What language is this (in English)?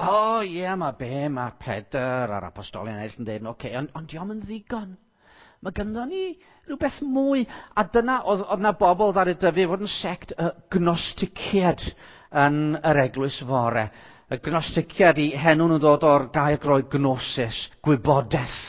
Welsh